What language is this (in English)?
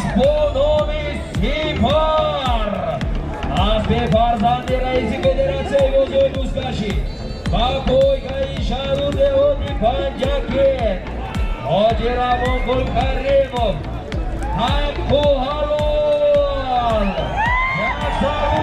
Tajik